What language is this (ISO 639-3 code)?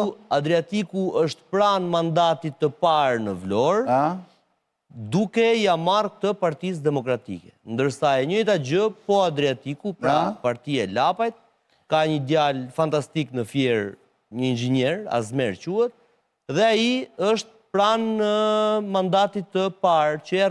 sqi